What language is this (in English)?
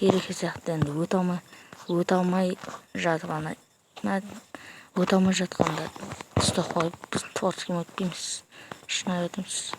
Kazakh